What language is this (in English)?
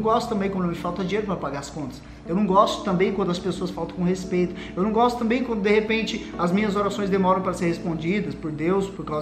Portuguese